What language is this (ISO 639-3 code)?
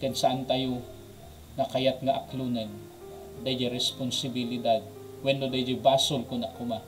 ilo